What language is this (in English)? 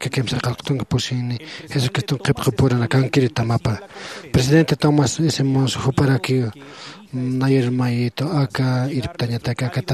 Aymara